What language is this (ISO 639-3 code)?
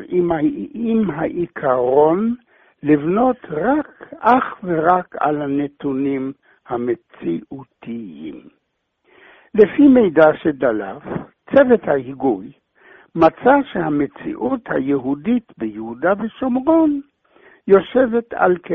heb